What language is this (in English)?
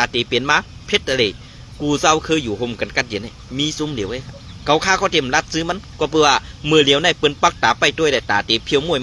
Shan